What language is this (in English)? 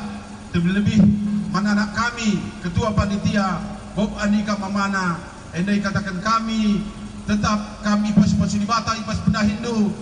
Batak Karo